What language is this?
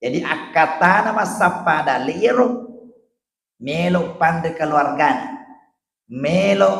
Buginese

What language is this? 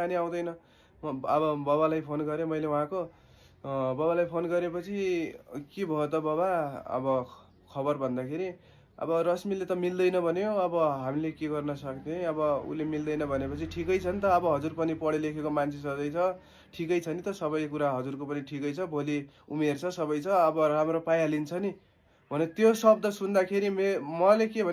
Nepali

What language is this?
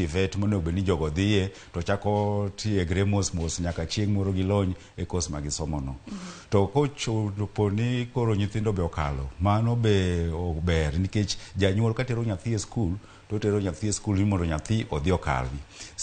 Luo (Kenya and Tanzania)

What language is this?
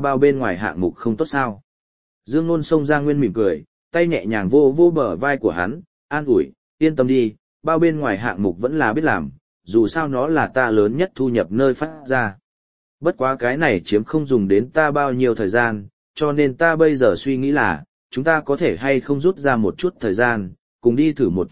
Vietnamese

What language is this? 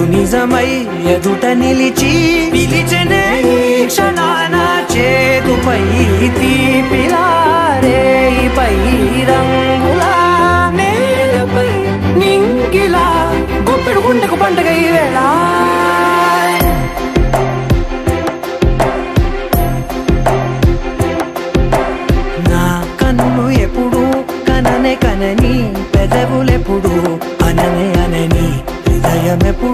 Telugu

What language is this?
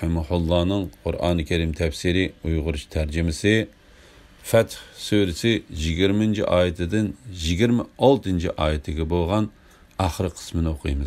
Uyghur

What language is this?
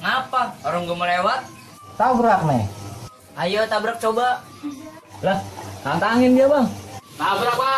Betawi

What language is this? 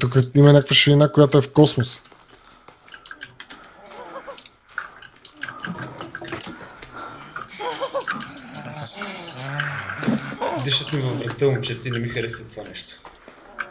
Bulgarian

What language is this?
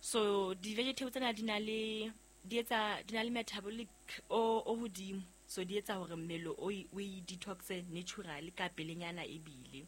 Southern Sotho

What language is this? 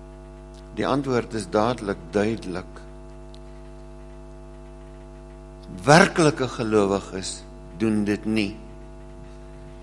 Afrikaans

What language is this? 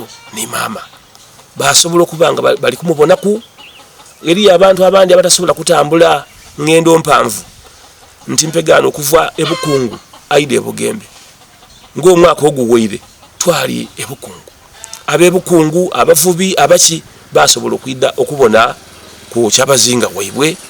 Soga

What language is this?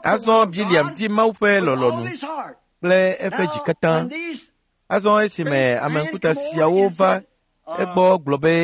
Ewe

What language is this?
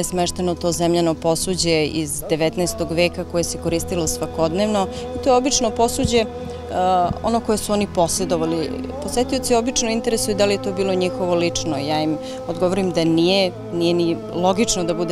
Serbian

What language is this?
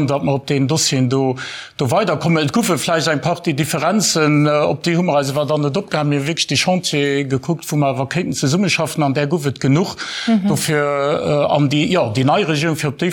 Luxembourgish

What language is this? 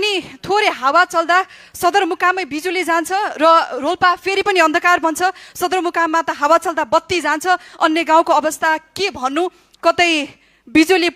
Nepali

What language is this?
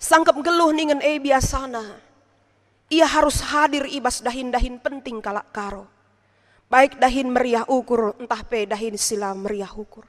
Batak Karo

